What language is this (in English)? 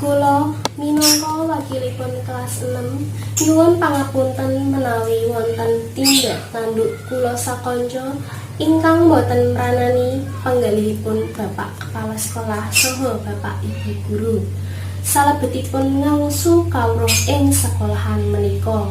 Javanese